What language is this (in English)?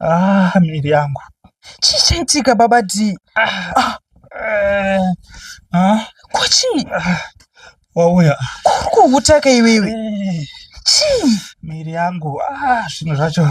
Shona